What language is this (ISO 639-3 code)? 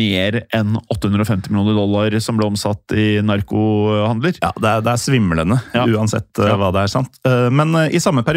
nor